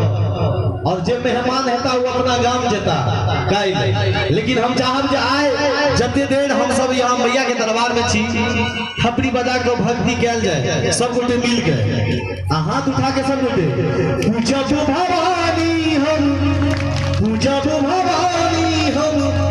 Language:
Maithili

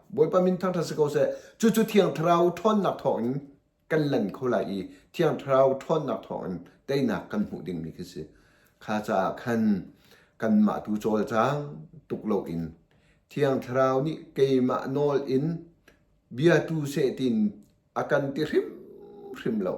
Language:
Hakha Chin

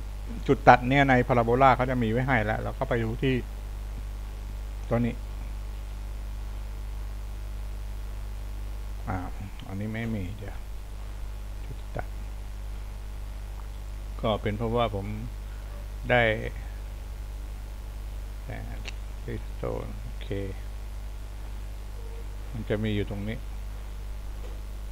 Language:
Thai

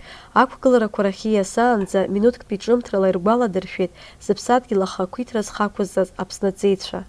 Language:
Abkhazian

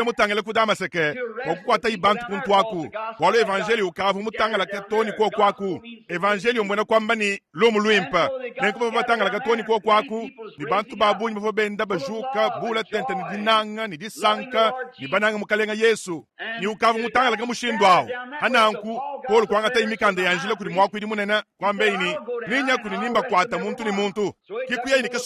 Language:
Luba-Lulua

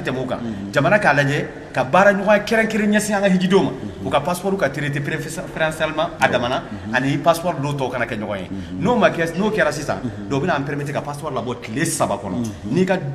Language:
Bambara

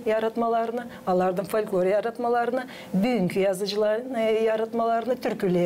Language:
Gagauz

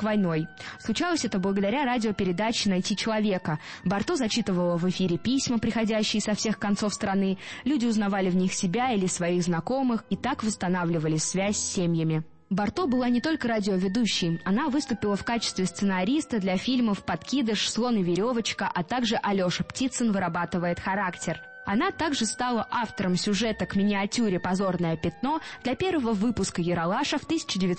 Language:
Russian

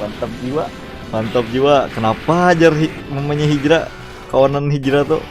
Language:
Banjar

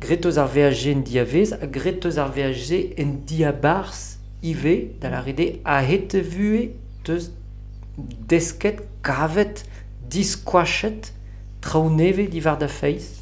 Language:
Breton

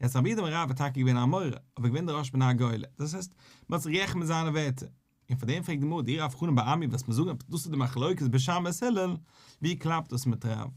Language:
Yiddish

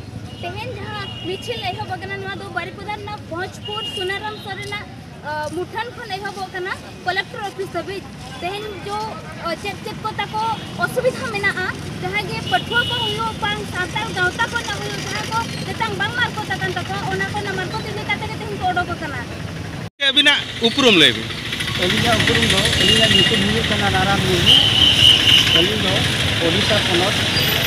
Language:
Santali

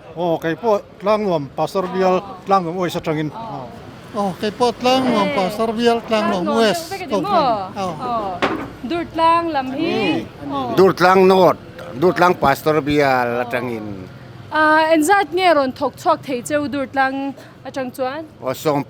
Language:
Mizo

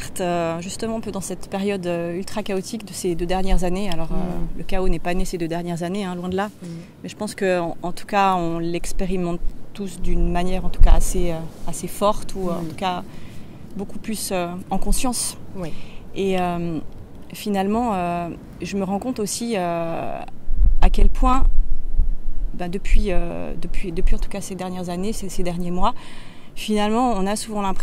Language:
French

